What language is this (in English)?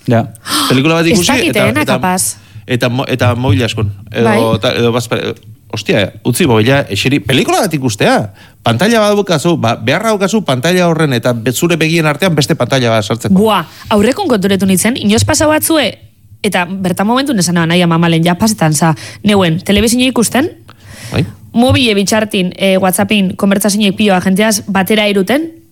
Basque